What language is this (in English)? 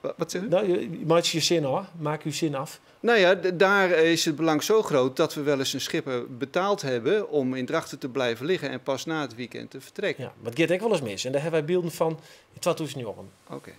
Western Frisian